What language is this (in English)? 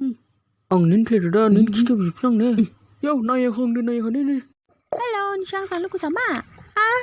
Dimasa